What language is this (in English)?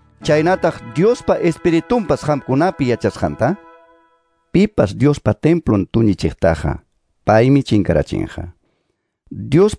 Quechua